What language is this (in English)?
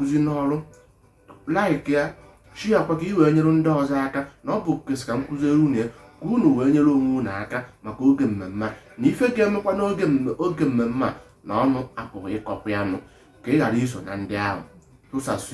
Igbo